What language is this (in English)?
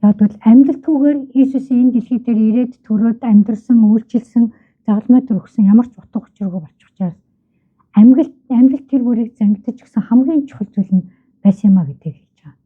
Mongolian